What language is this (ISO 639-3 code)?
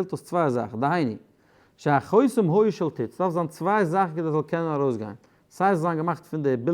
yid